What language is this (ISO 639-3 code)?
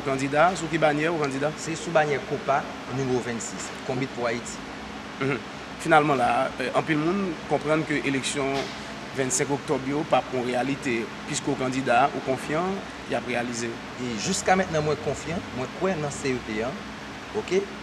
hat